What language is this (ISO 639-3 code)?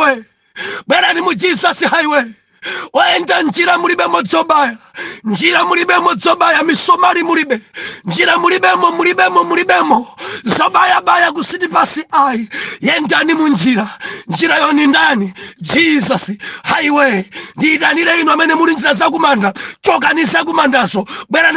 nya